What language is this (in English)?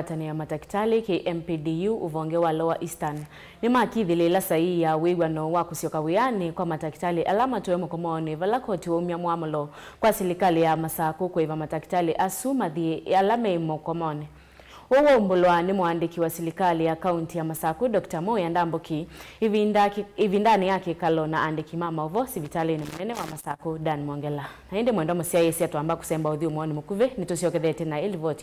Kamba